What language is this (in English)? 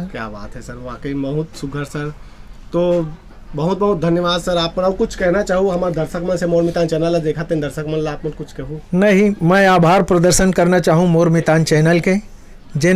Chhattisgarhi